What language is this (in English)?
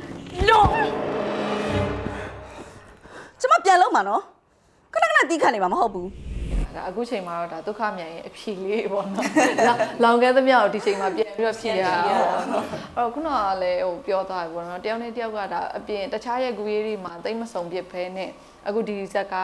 Burmese